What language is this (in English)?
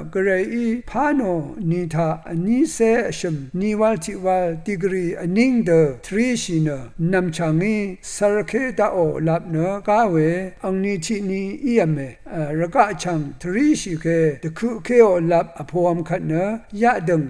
Rawang